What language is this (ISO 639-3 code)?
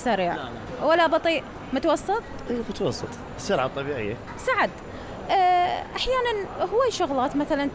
acm